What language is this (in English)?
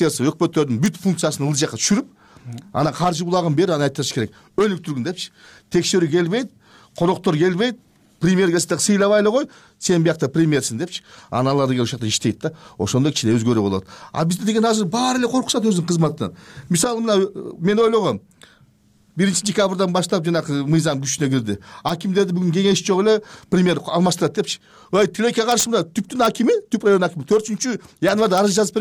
Kyrgyz